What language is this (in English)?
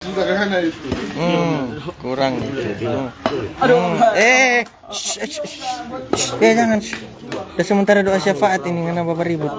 Manado Malay